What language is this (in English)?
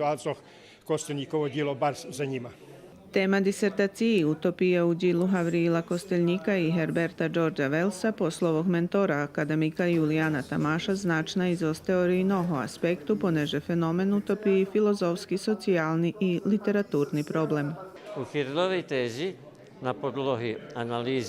Rusyn